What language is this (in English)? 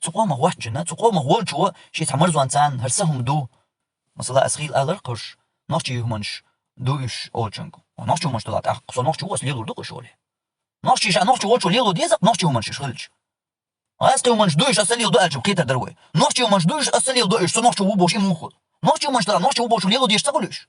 Chechen